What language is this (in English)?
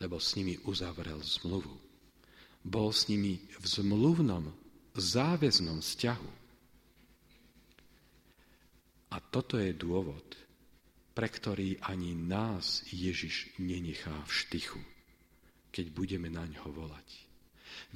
Slovak